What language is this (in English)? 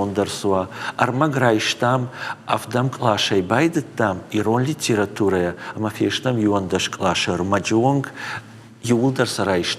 Ossetic